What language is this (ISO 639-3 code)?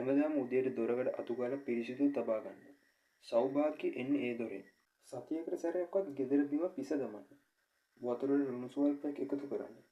sin